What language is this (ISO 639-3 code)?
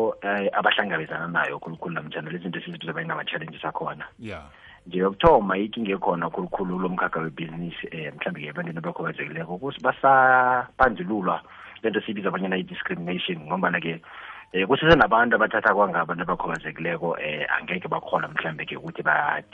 nbl